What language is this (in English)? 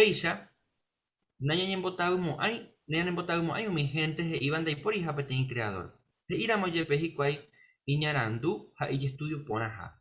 Guarani